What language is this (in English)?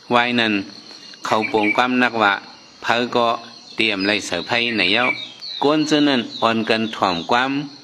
Shan